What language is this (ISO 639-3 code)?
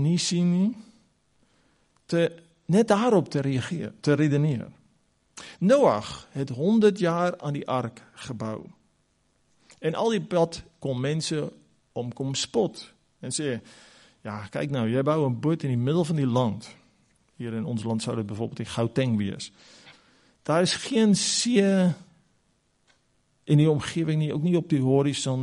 afr